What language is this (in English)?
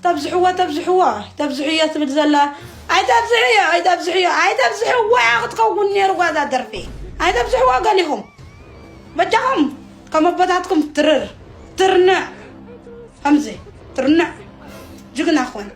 Tigrinya